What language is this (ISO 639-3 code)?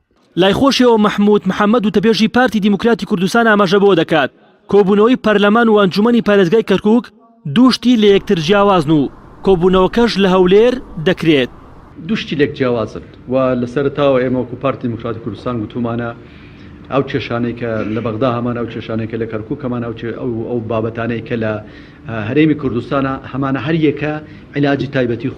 ckb